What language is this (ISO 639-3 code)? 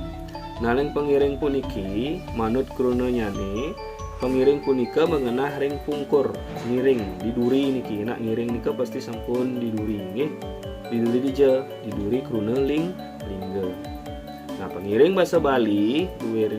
ban